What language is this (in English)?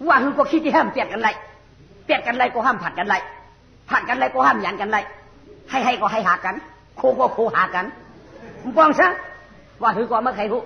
Shan